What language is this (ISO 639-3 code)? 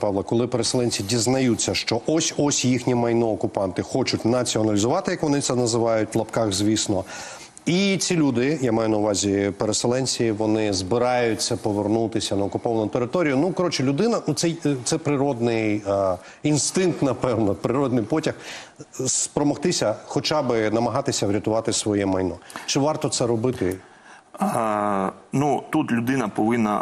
ukr